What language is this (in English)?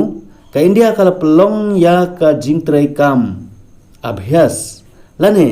Khasi